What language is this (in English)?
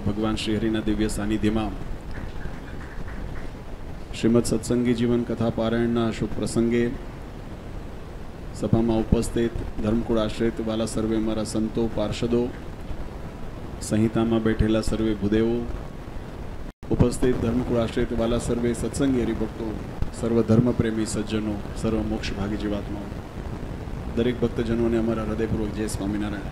Gujarati